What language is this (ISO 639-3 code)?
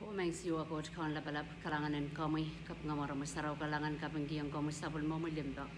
pon